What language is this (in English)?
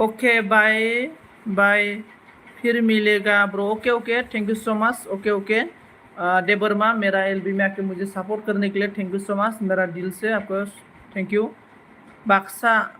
Bodo